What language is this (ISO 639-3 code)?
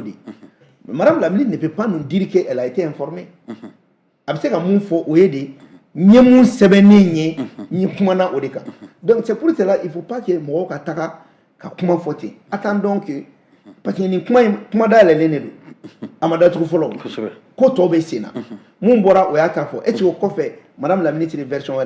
bam